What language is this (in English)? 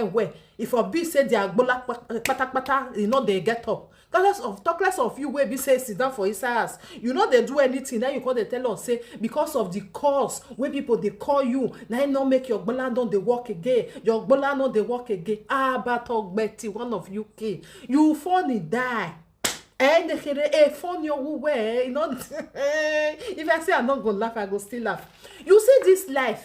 Nigerian Pidgin